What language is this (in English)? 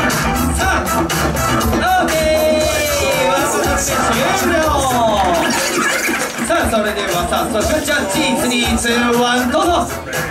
Japanese